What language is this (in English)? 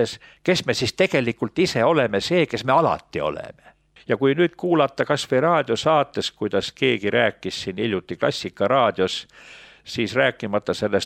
Estonian